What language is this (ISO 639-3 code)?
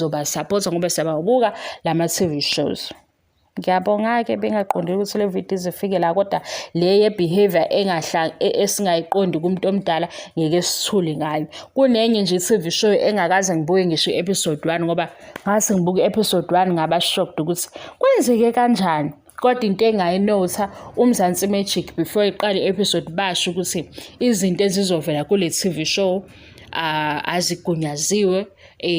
zul